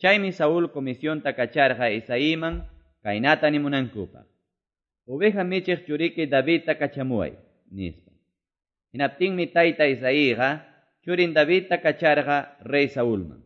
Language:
Quechua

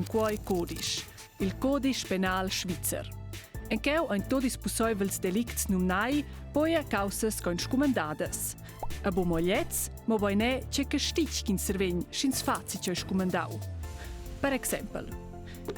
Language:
Romansh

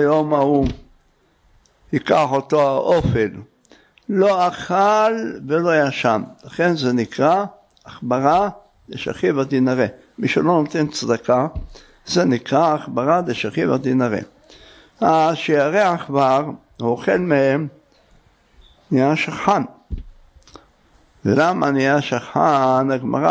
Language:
Hebrew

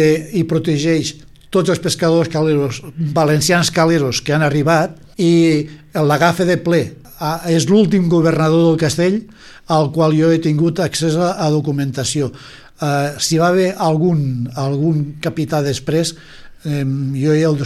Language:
Catalan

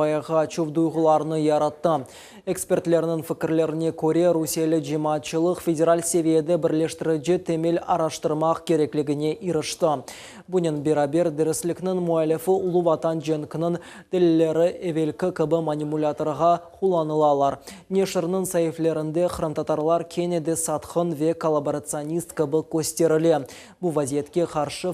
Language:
Crimean Tatar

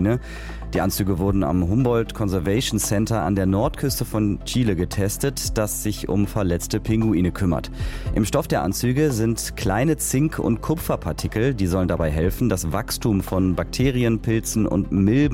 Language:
German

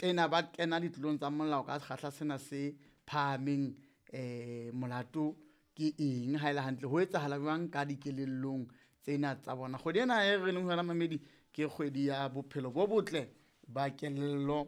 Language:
Southern Sotho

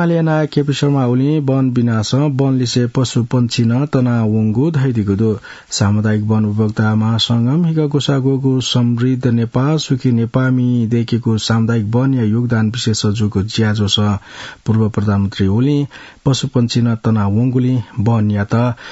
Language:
Newari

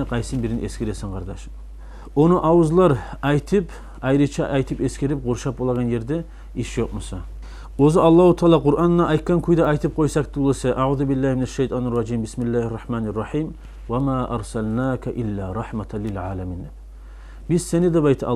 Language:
Kumyk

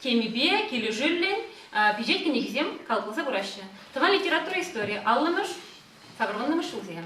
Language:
Chuvash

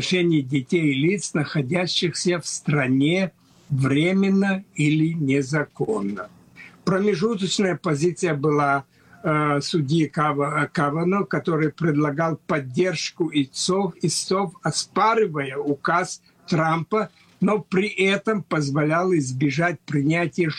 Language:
Russian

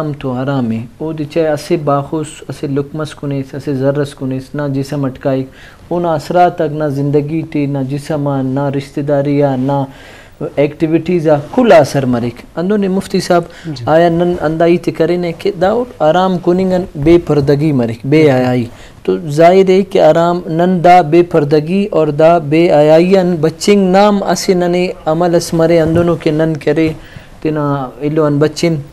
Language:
Brahui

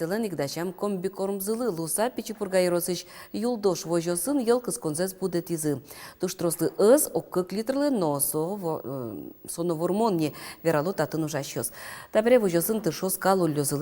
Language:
Udmurt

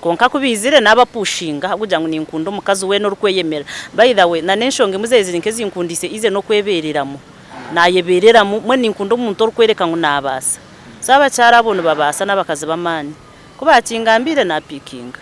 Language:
Nyankole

